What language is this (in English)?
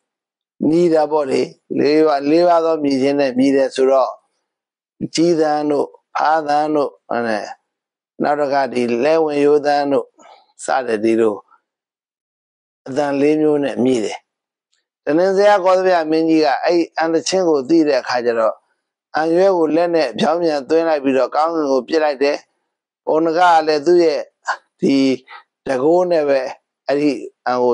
Burmese